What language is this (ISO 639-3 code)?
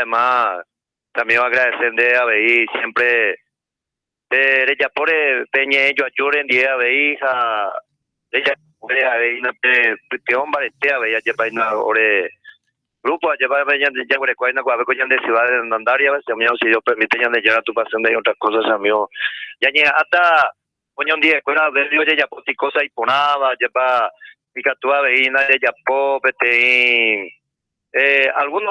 grn